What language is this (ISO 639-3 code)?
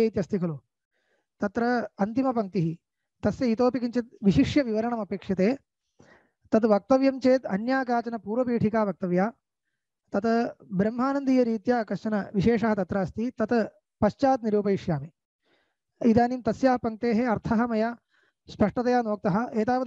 san